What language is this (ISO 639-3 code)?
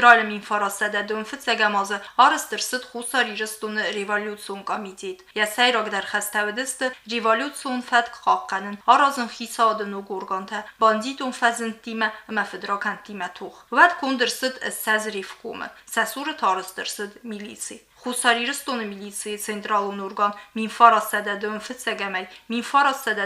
oss